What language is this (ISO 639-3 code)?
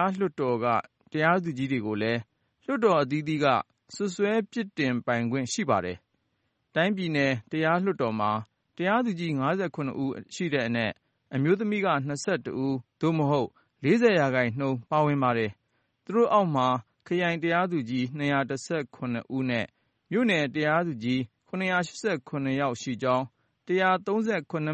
mya